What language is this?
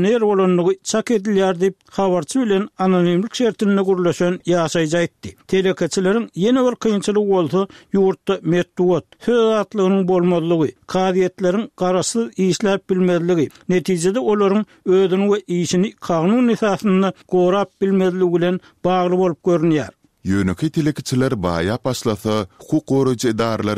Turkmen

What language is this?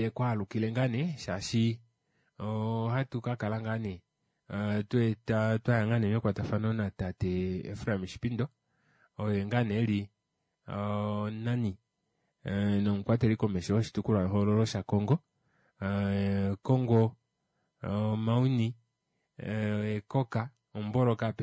Kuanyama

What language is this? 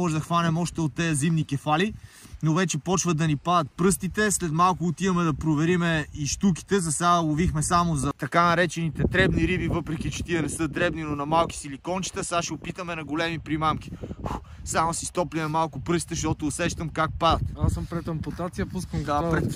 Bulgarian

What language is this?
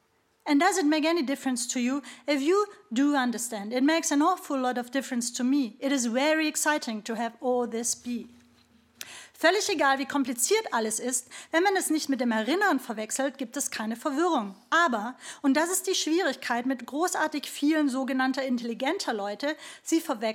German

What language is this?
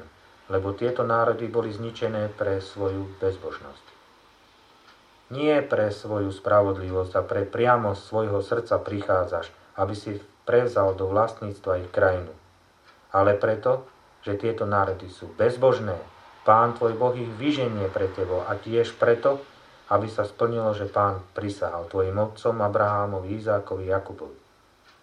Slovak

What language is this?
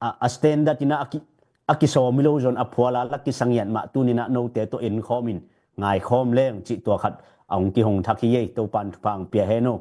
Tedim Chin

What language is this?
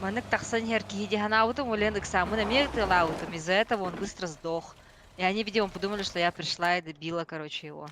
Yakut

